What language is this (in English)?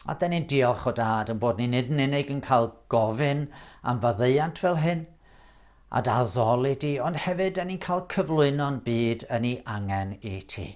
Welsh